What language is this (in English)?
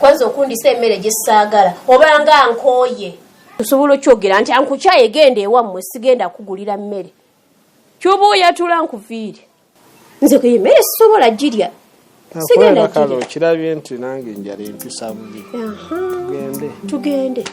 Ganda